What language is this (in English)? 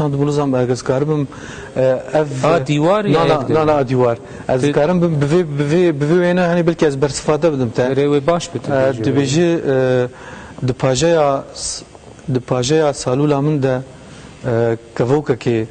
Kurdish